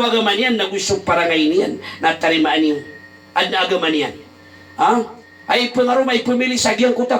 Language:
Maranao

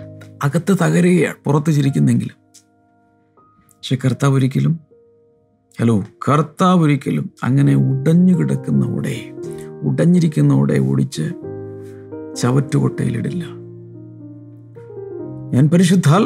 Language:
Malayalam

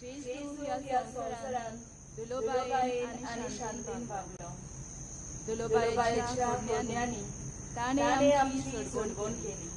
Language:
Konkani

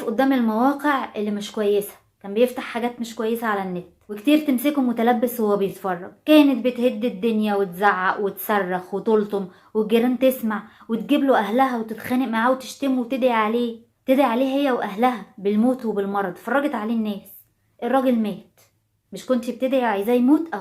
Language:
Egyptian Arabic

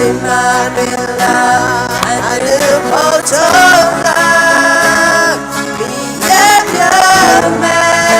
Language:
Akha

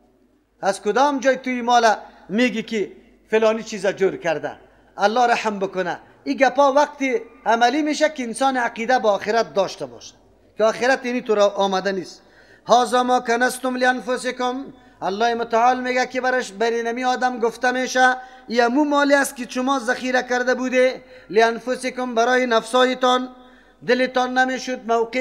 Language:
Persian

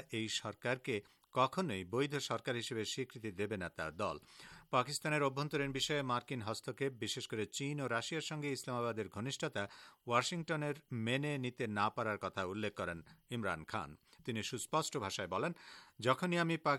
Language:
Bangla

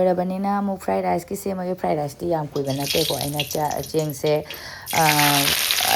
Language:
Manipuri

